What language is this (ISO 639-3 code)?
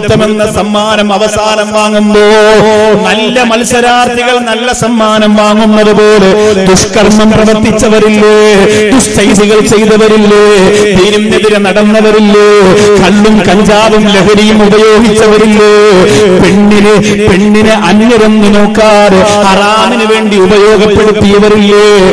mal